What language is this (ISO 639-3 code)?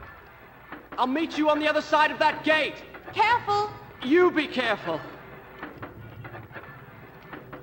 eng